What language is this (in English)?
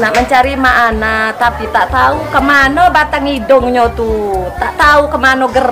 Musi